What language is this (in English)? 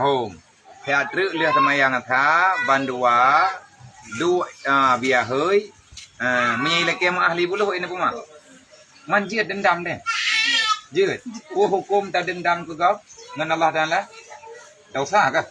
Achinese